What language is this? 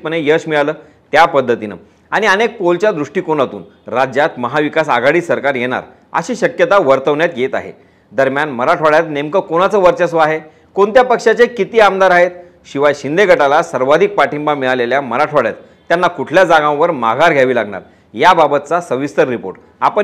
Marathi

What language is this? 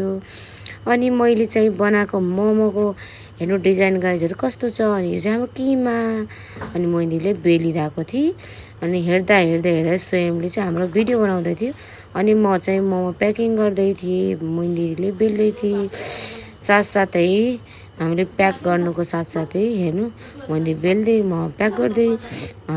Nepali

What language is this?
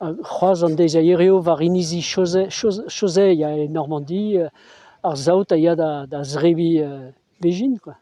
Breton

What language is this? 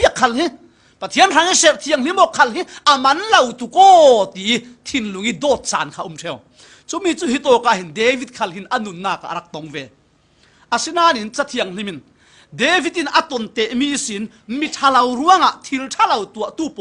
Falam Chin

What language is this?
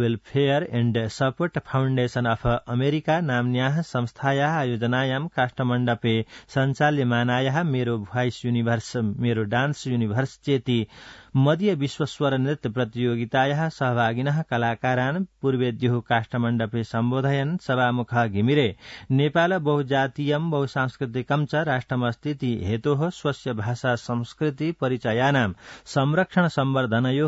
Sanskrit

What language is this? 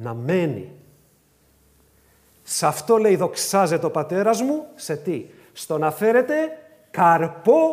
Greek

